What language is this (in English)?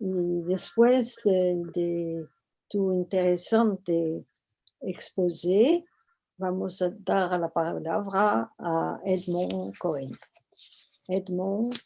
Ladino